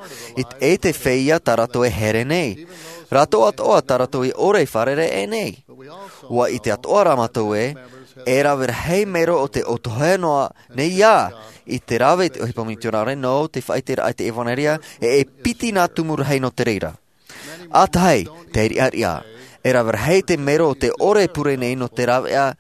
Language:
Tahitian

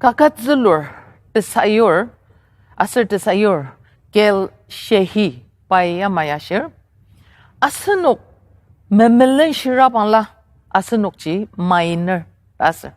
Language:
Ao Naga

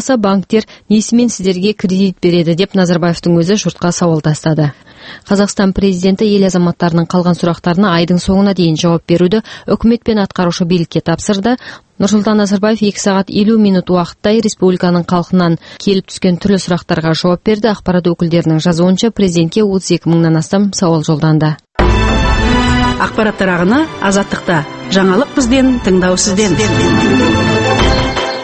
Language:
Kazakh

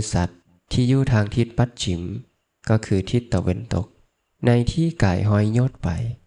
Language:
Lao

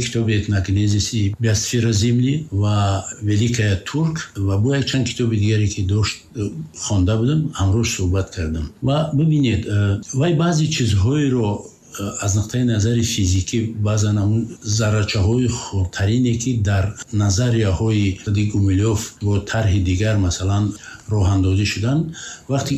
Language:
Tajik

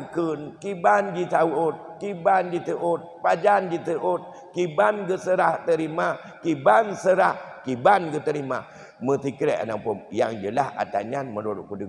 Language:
Achinese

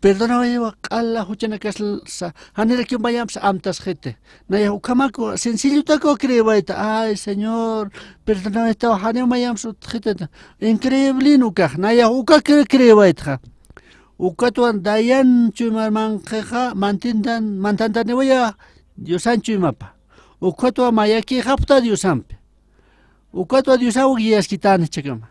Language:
Aymara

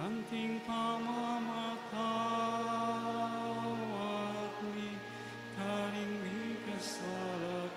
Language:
Pampanga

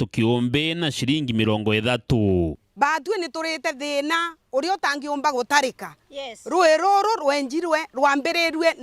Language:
Meru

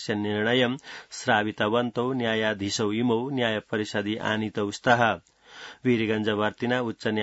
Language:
Sanskrit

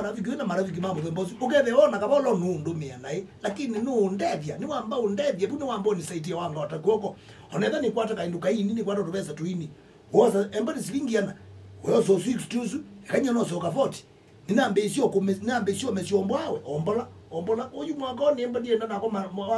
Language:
Kamba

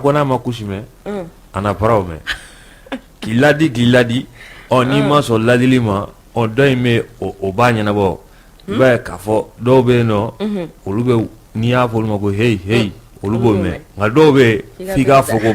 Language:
Bambara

